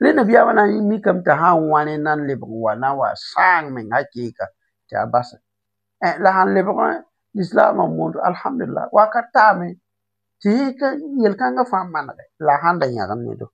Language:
Mossi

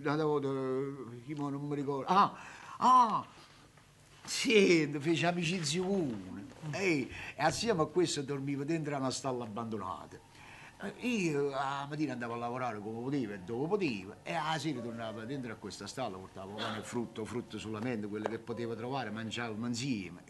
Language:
Neapolitan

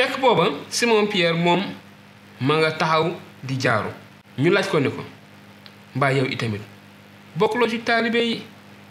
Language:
Wolof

